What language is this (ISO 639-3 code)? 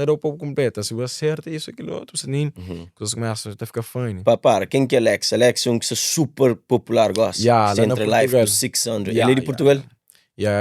kea